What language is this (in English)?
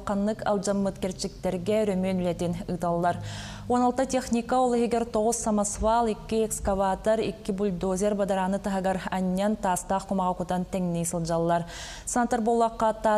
Yakut